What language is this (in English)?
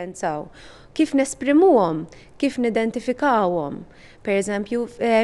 Maltese